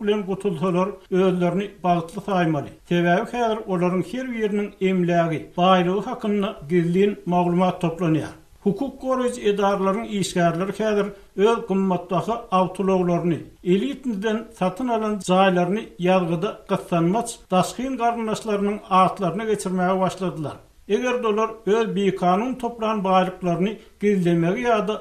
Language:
Turkmen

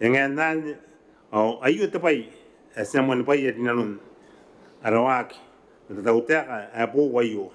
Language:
Gilbertese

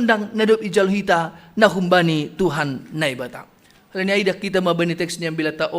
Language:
Batak Simalungun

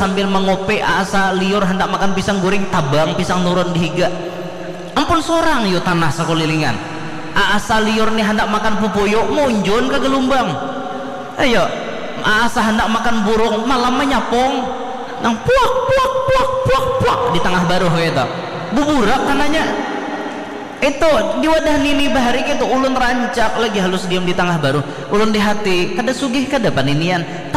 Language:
Banjar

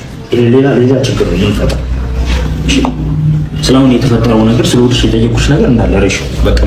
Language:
Amharic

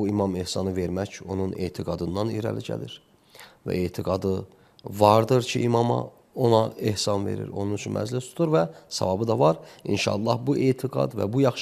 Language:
Azerbaijani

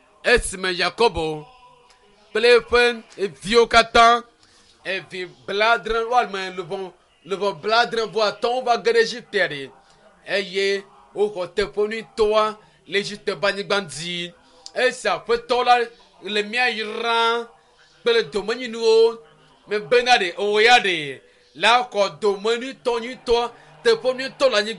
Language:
Ewe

